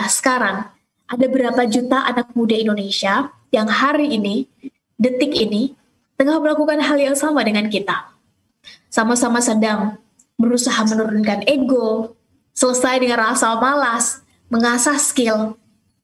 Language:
Indonesian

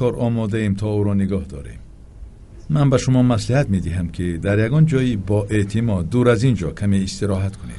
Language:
Tajik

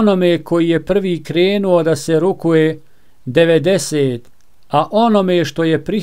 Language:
Bosnian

